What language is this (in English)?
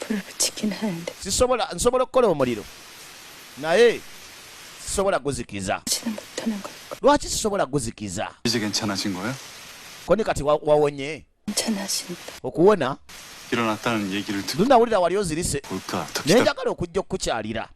Ganda